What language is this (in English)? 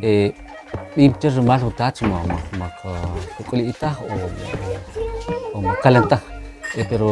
Kʼicheʼ